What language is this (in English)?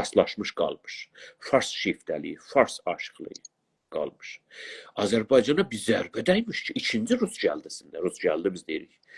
South Azerbaijani